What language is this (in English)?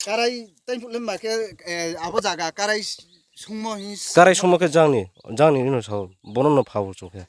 Riang (India)